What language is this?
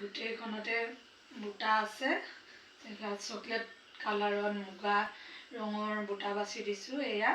Assamese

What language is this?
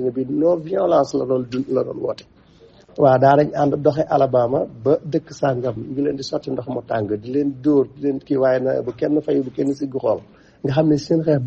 Wolof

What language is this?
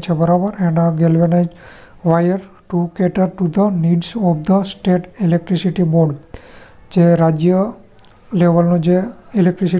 Gujarati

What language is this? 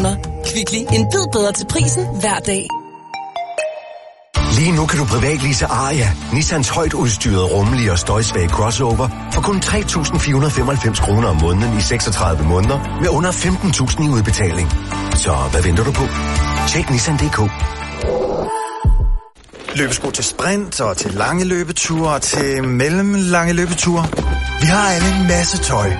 Danish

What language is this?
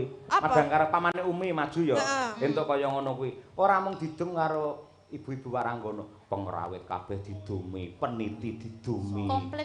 Javanese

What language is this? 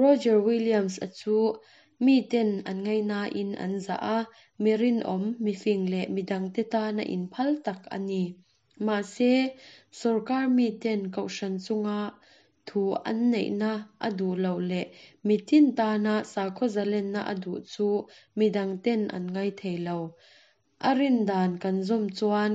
Mizo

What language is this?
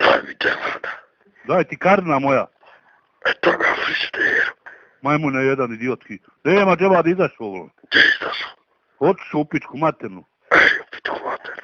Bosnian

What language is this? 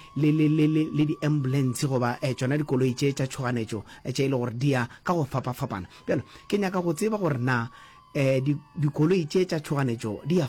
Northern Sotho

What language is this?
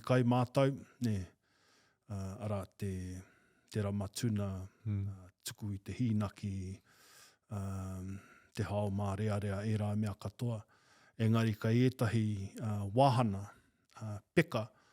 Māori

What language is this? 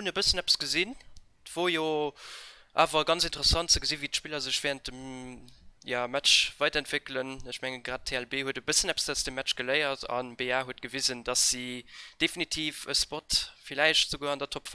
Luxembourgish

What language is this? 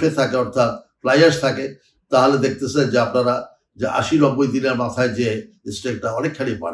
Bangla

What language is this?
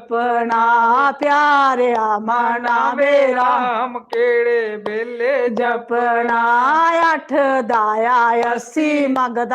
Dogri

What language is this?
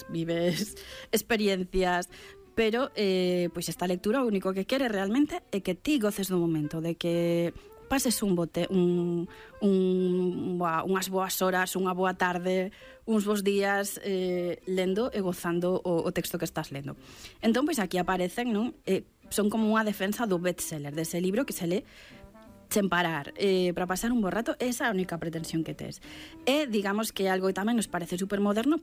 Galician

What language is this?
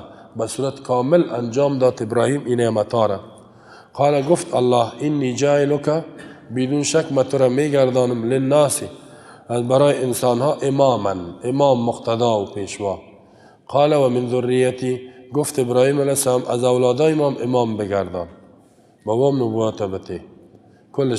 Persian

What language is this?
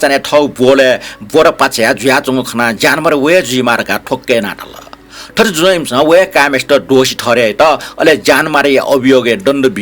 Newari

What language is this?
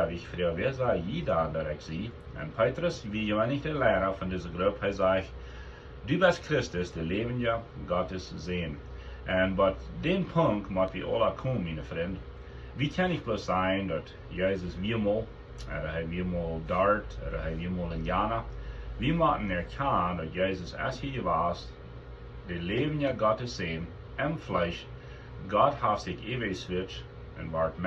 Plautdietsch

